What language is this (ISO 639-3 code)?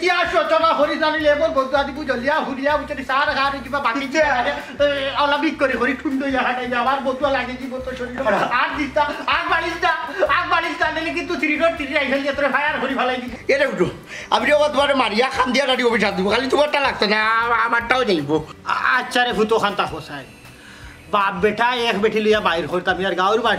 syl